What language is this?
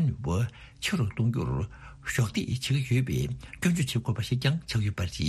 Tibetan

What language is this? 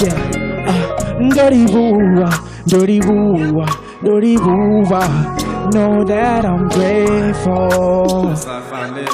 Venda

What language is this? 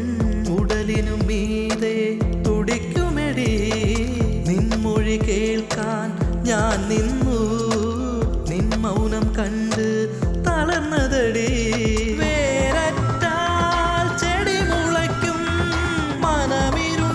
Malayalam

